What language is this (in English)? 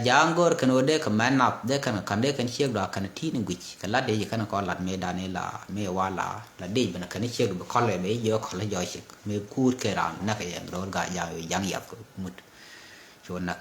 Nuer